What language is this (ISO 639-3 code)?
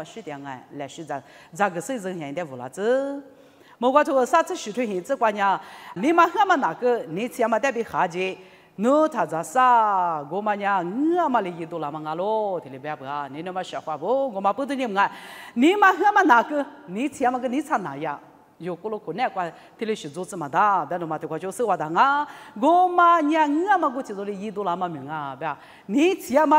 lis